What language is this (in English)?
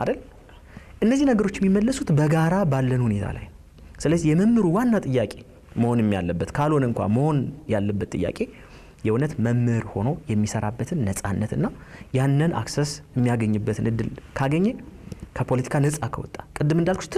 Amharic